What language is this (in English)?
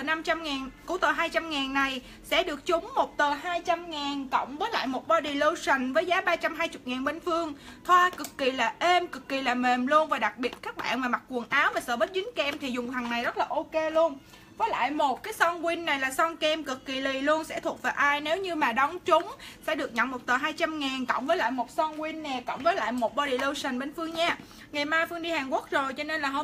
Vietnamese